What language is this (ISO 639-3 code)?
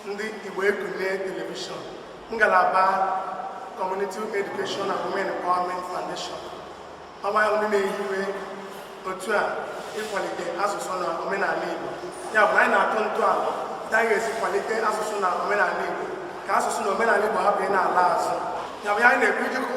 ibo